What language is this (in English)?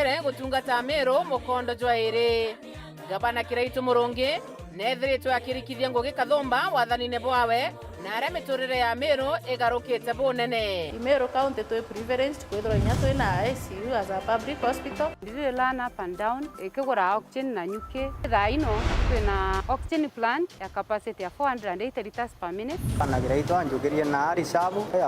Meru